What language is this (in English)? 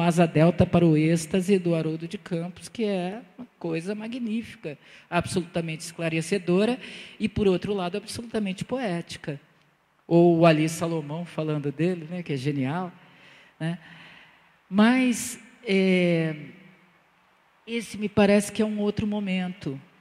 Portuguese